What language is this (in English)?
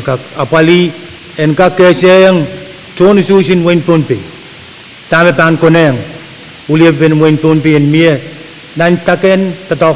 Pohnpeian